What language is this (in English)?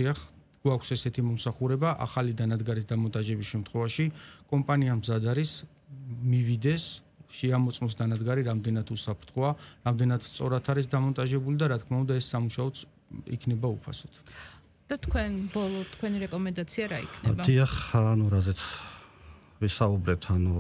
Georgian